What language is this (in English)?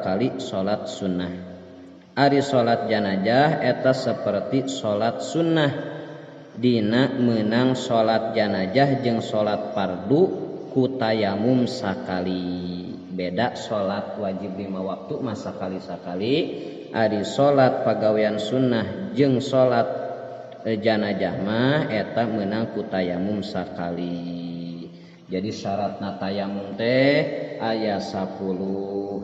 Sundanese